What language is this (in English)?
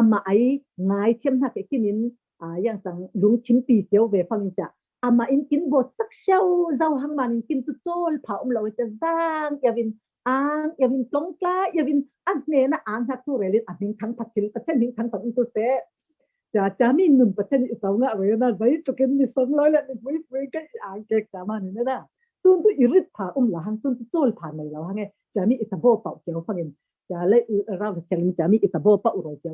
Falam Chin